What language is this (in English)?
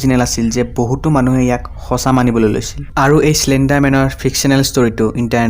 Assamese